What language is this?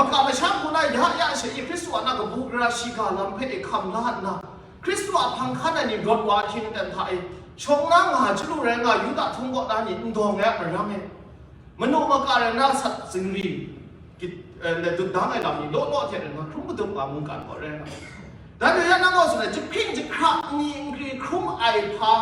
Kachin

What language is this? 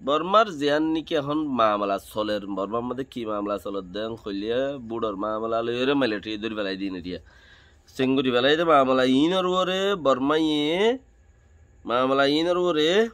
Rohingya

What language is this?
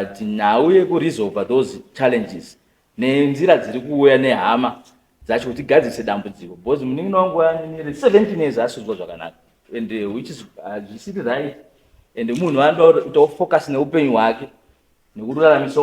Shona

